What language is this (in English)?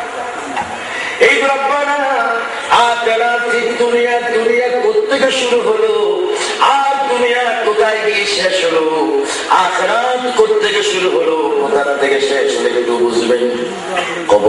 Bangla